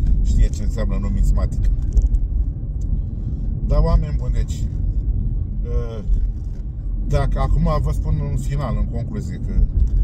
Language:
Romanian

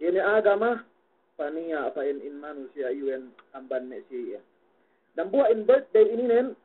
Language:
Yakan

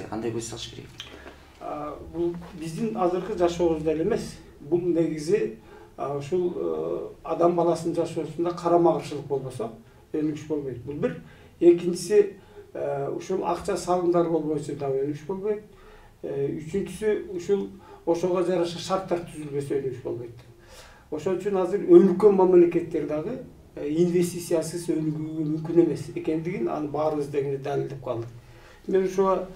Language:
Kyrgyz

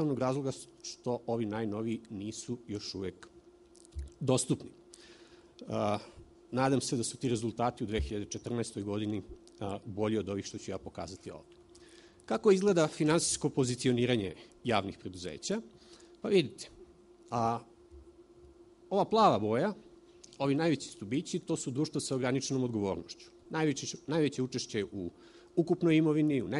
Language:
Serbian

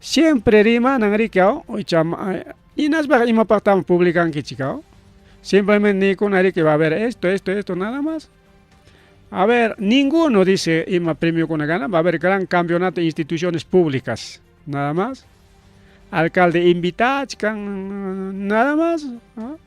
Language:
Ayacucho Quechua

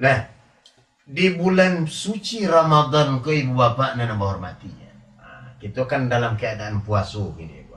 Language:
Minangkabau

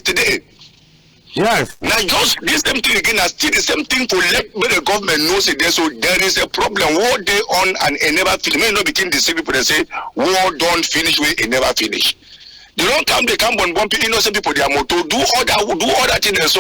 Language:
Cameroon Pidgin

